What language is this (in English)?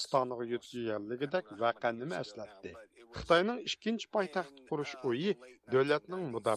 Uyghur